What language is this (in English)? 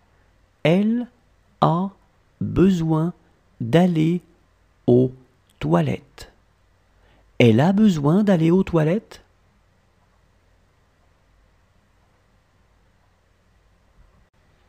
French